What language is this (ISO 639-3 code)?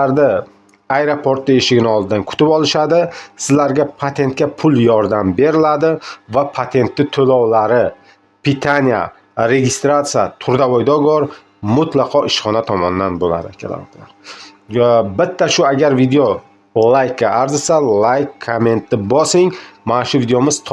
uzb